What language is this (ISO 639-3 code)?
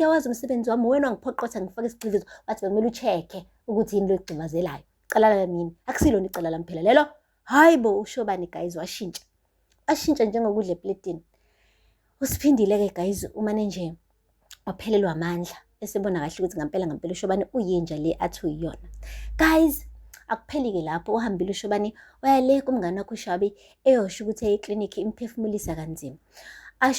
zul